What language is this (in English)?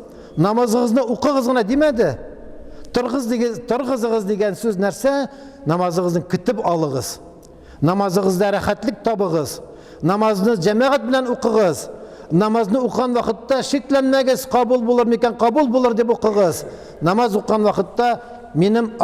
Tatar